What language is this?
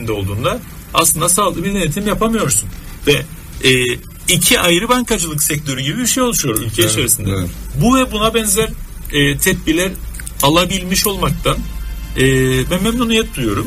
Turkish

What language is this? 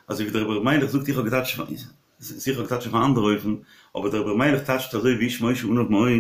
Yiddish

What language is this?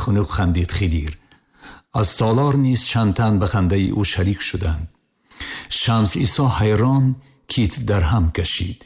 Tajik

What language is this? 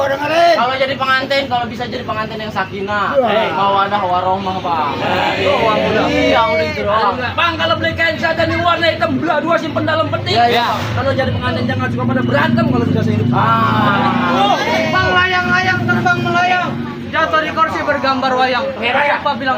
Betawi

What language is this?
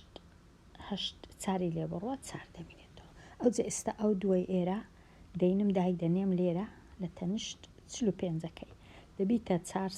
Central Kurdish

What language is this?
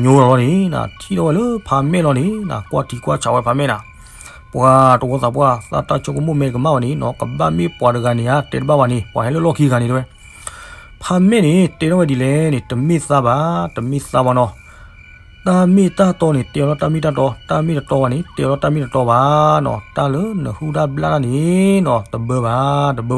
S'gaw Karen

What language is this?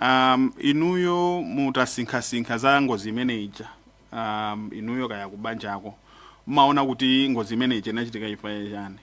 Nyanja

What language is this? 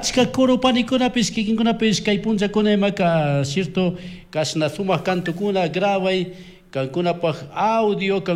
Chimborazo Highland Quichua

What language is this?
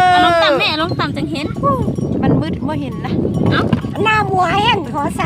Lao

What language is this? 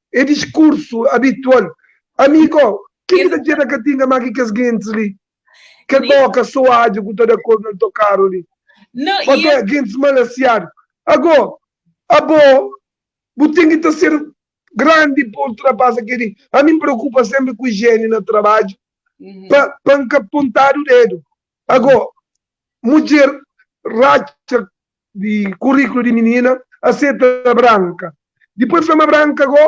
Kabuverdianu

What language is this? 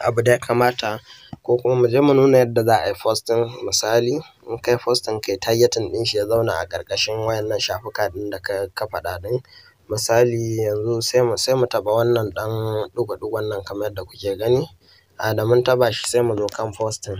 Hausa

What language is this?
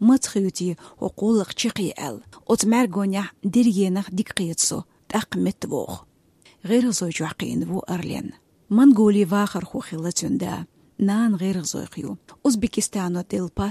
Chechen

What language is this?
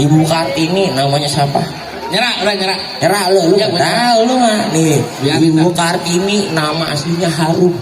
Betawi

